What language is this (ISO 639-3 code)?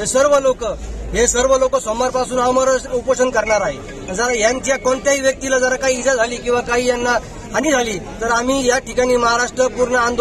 mar